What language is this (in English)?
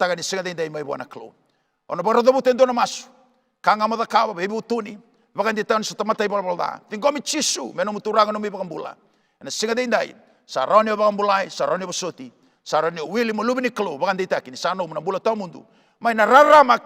Fijian